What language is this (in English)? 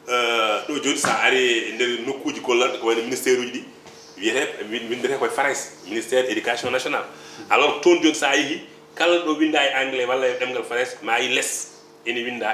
Fula